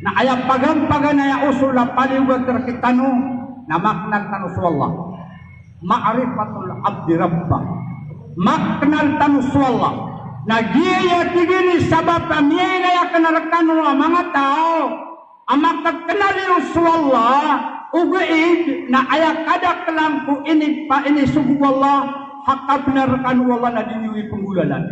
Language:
Maranao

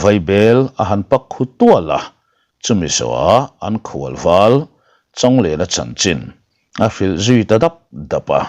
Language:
Mizo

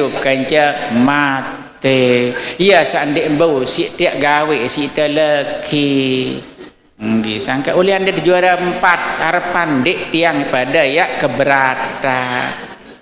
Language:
Sasak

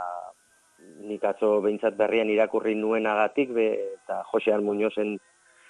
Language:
Basque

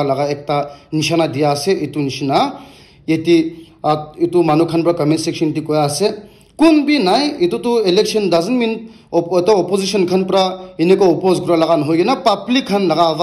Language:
Naga Pidgin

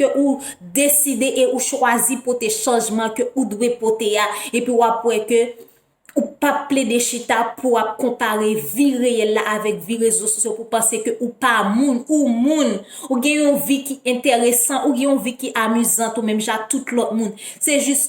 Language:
Haitian Creole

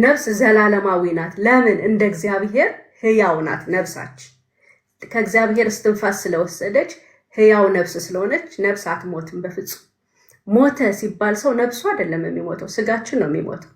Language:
Amharic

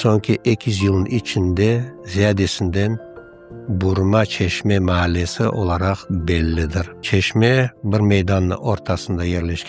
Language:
Crimean Tatar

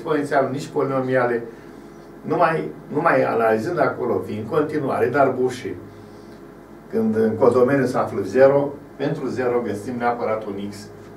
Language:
Romanian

